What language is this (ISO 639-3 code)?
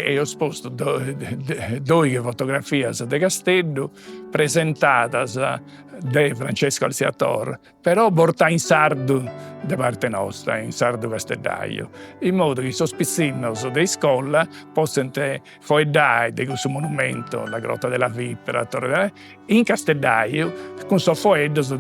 srd